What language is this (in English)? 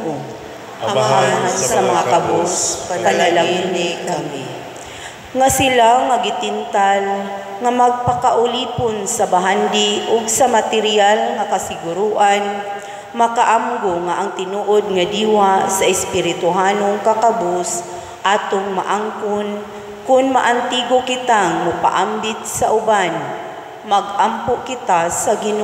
Cebuano